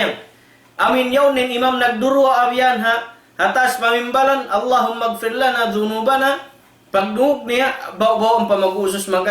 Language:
Tausug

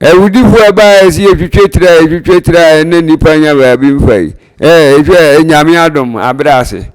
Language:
Akan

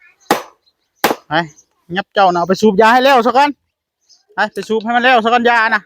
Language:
Northeastern Thai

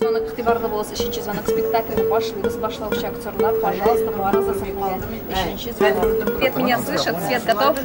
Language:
Tatar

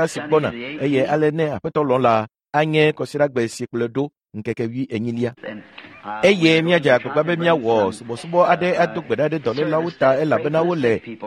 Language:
Ewe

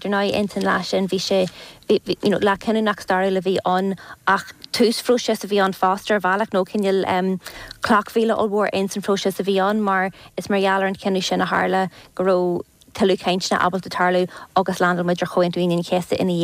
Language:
Irish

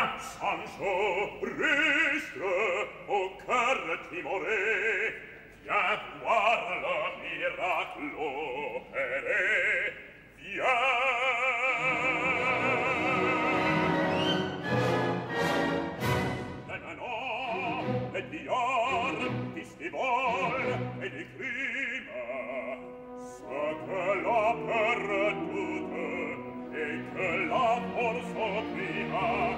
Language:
French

